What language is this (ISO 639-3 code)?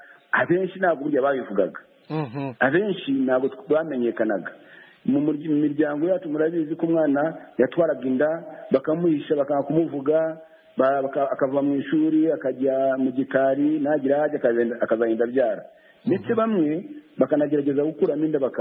kin